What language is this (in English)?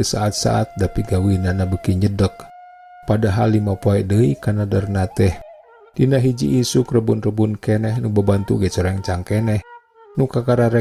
Sundanese